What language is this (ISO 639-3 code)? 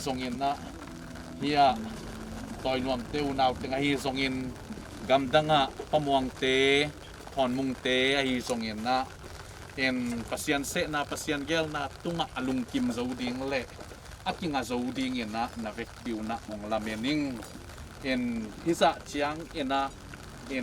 ctd